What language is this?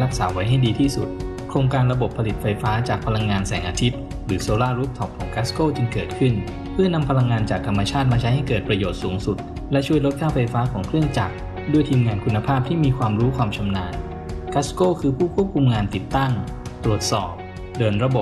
Thai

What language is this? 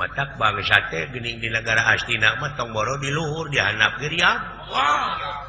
Sundanese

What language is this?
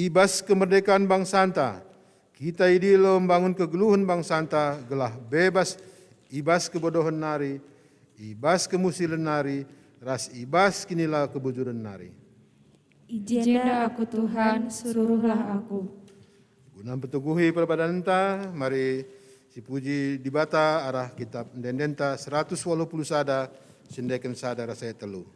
Batak Karo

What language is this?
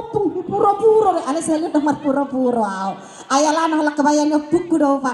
Batak Toba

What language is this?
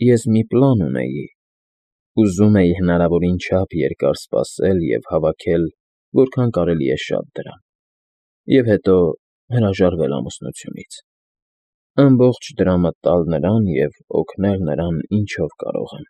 Armenian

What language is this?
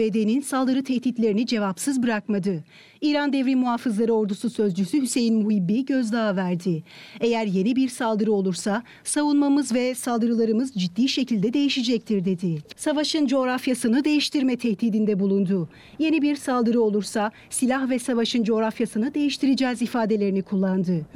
Turkish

